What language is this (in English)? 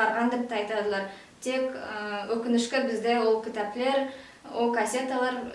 Nogai